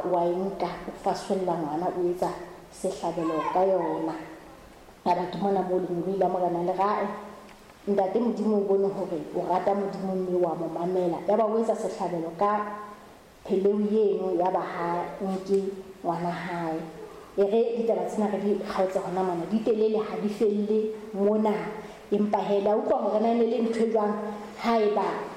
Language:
Southern Sotho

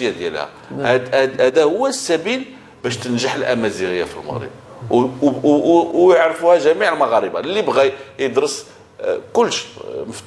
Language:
Moroccan Arabic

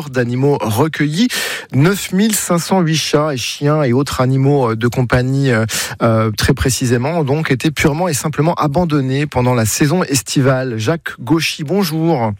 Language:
French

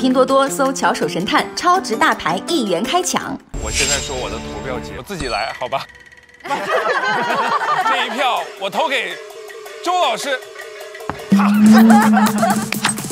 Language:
Chinese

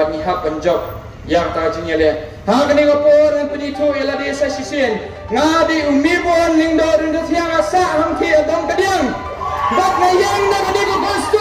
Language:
Khasi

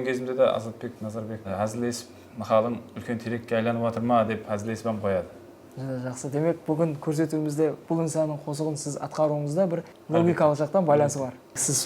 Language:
Kara-Kalpak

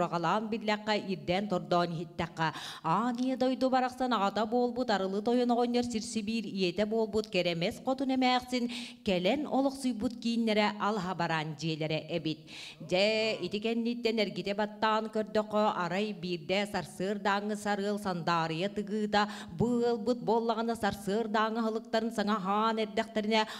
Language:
Yakut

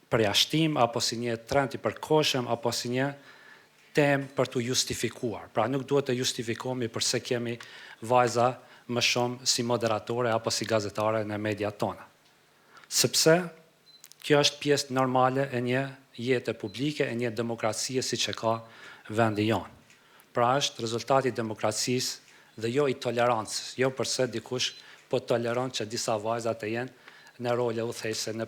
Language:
Albanian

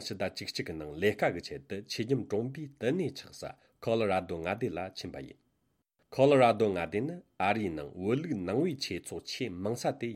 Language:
Tibetan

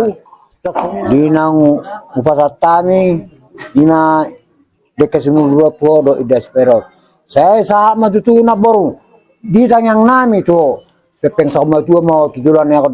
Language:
Batak Toba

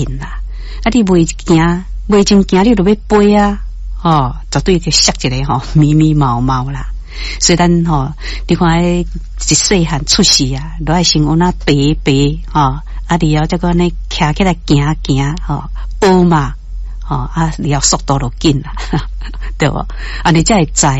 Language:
Min Nan Chinese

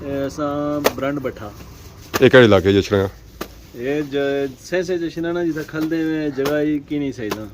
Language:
Pahari-Potwari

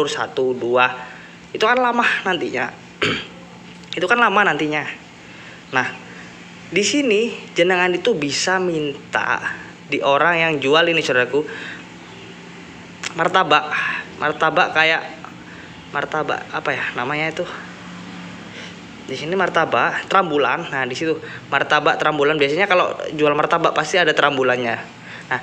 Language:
Indonesian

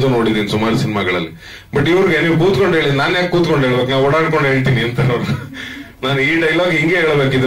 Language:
Kannada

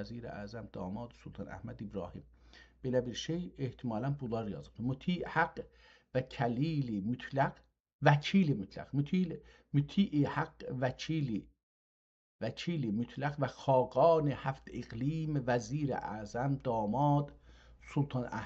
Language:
South Azerbaijani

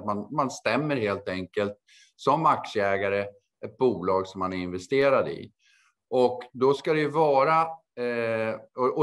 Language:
Swedish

